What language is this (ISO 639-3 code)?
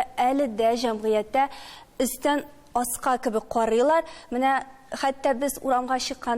tat